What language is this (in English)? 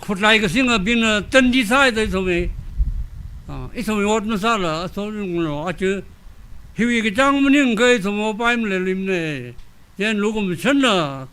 Tangkhul Naga (India)